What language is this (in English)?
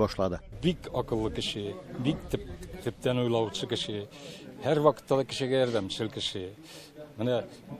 Tatar